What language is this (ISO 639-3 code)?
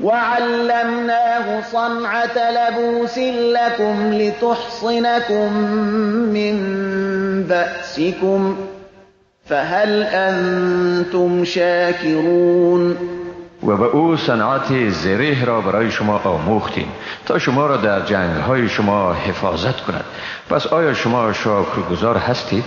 fas